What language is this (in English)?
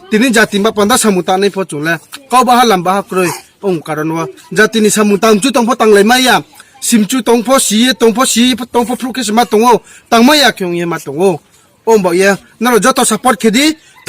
Riang (India)